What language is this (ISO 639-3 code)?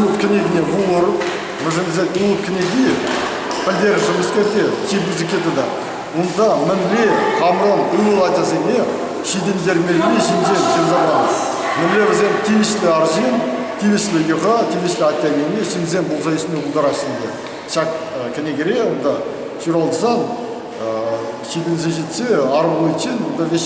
chv